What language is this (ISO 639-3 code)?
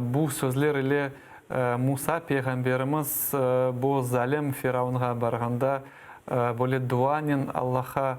crh